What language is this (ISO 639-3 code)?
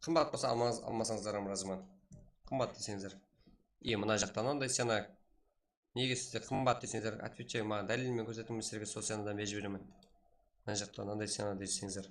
kaa